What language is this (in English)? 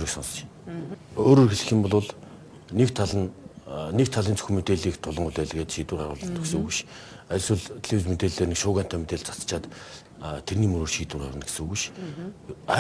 Mongolian